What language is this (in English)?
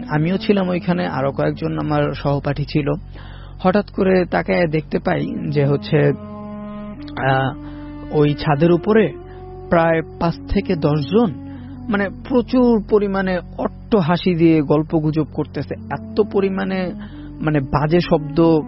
Bangla